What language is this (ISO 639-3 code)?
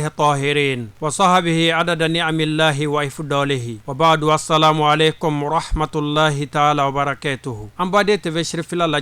bam